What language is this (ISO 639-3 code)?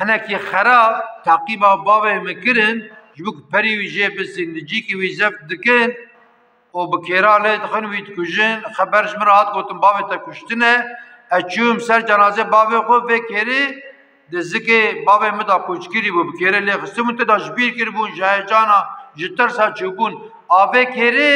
kur